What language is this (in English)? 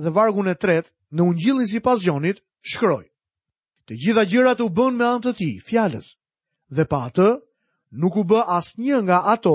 Albanian